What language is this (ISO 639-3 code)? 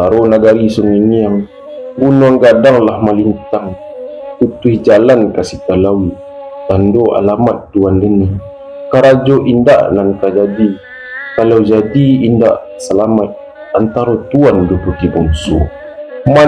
min